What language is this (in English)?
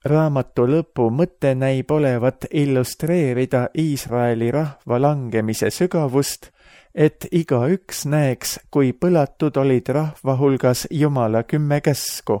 Estonian